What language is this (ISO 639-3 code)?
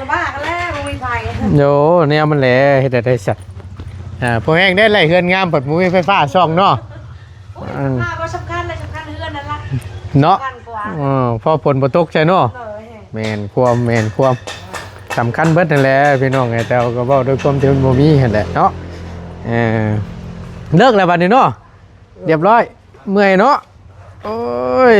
tts